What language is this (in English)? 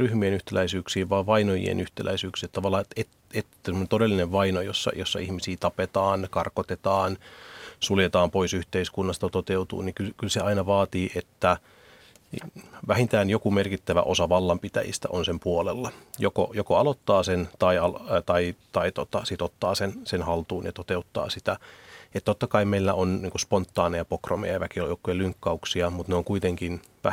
Finnish